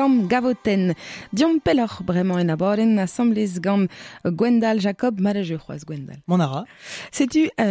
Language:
Breton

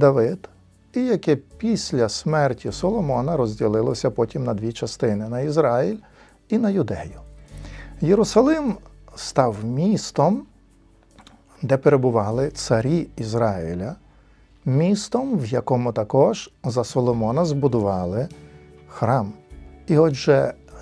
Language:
Ukrainian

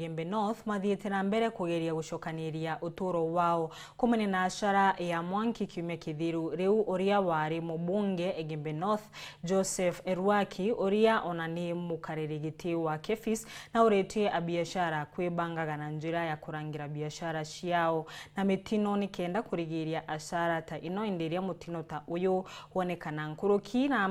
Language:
Meru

